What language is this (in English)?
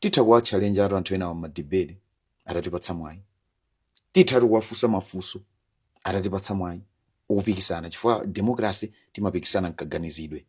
Nyanja